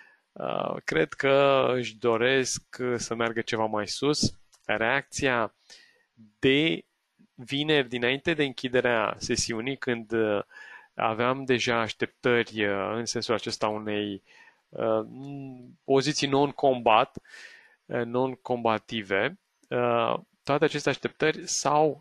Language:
Romanian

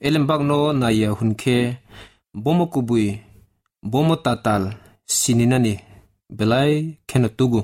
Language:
Kok Borok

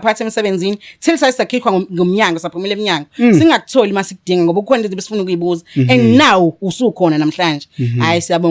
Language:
Zulu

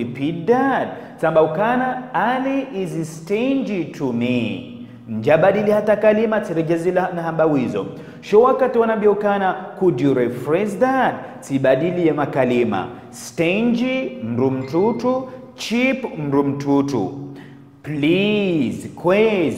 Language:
Ngazidja Comorian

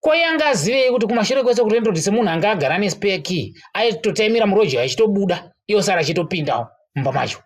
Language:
Shona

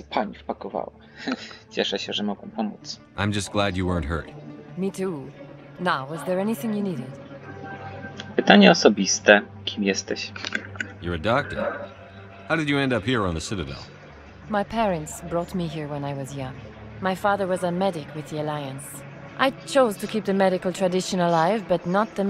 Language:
Polish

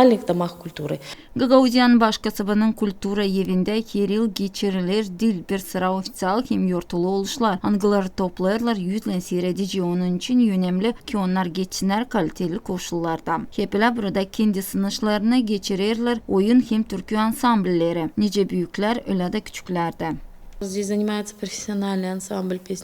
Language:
Gagauz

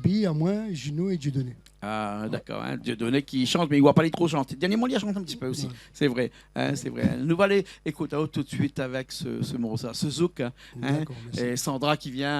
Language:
Réunion Creole French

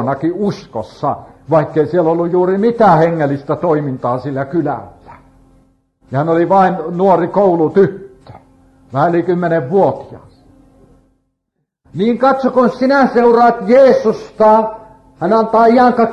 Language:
Finnish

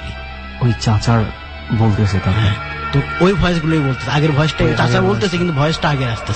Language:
Bangla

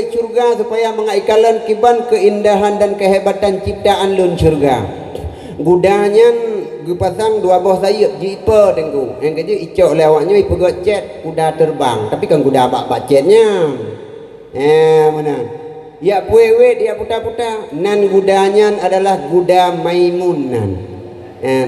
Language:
Achinese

